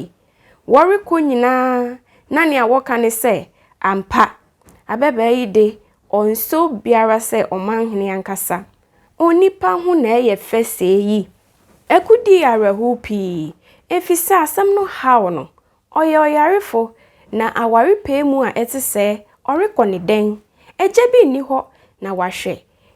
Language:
Akan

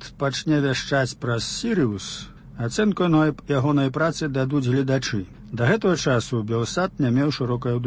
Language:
Belarusian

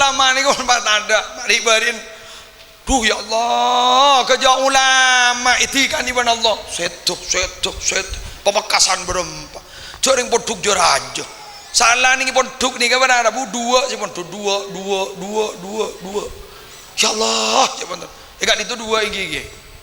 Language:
Madurese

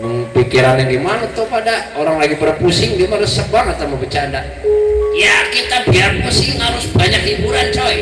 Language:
Betawi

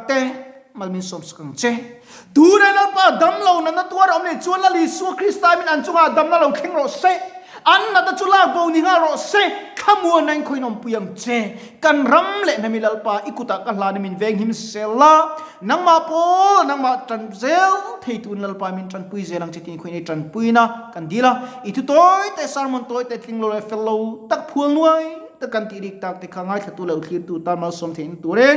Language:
Mizo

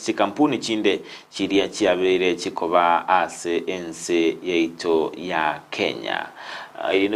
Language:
Gusii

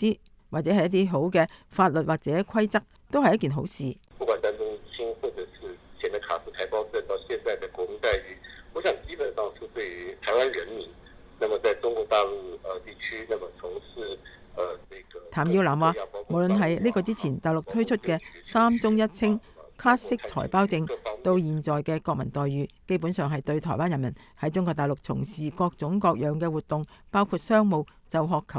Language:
Cantonese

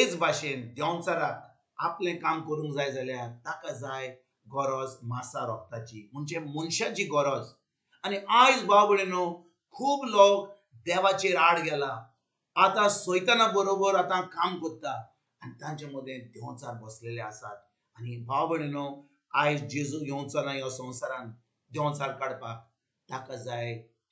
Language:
Konkani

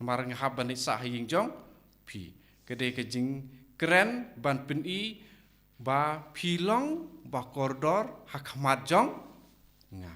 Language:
Khasi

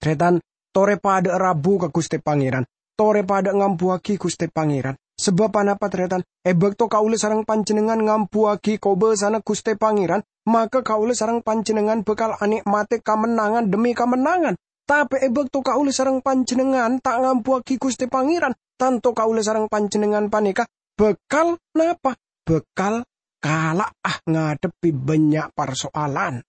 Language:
Madurese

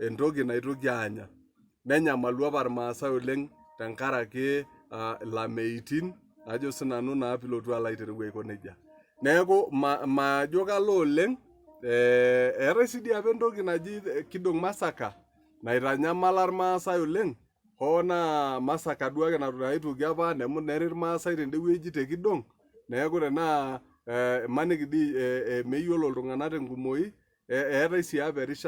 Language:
Masai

